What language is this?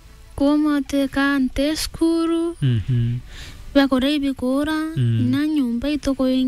Meru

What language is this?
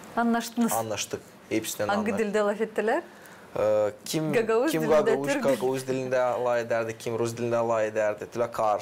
Gagauz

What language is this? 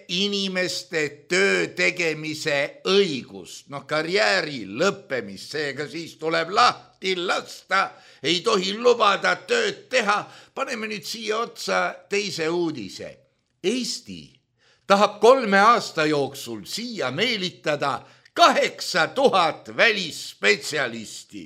Estonian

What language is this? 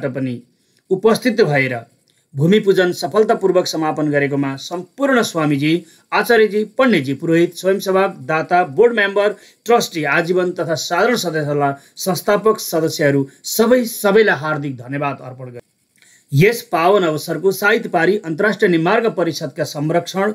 Nepali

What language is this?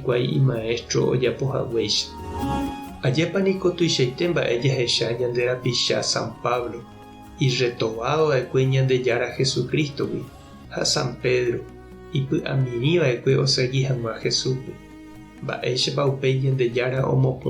Guarani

